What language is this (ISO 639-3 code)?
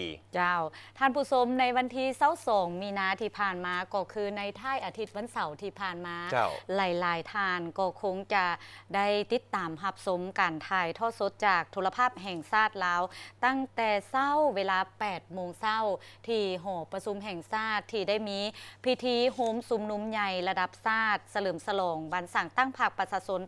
lao